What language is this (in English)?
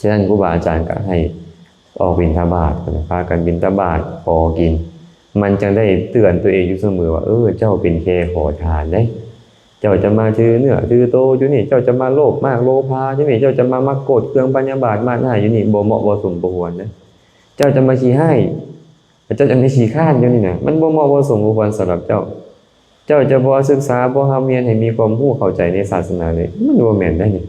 Lao